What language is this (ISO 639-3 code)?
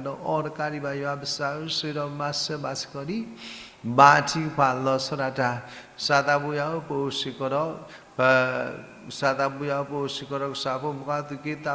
ksw